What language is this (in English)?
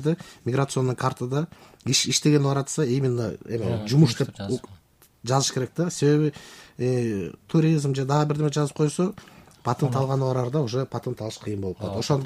Kyrgyz